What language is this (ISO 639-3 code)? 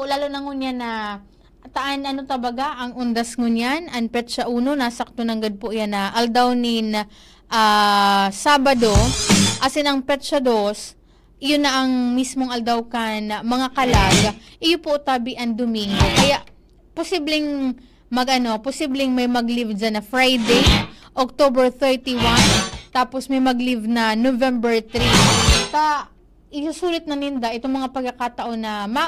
bik